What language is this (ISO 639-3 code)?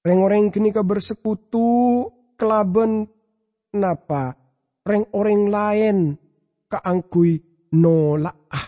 mad